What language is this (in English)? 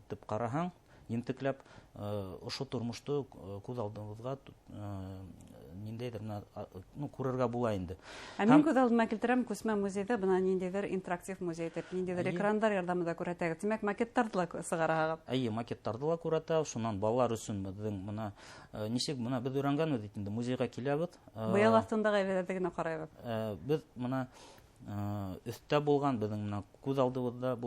Bashkir